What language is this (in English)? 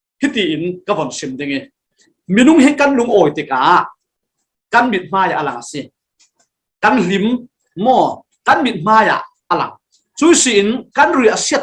Falam Chin